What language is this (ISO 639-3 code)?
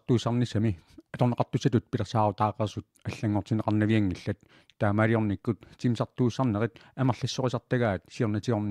kal